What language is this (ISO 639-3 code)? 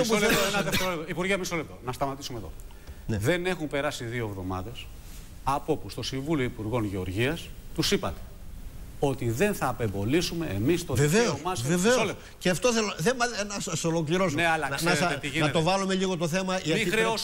ell